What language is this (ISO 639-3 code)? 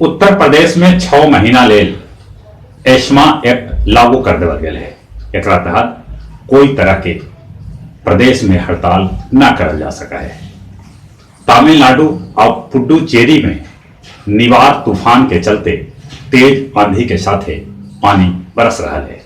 mag